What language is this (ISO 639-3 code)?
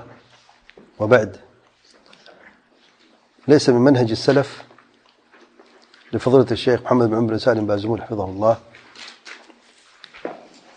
urd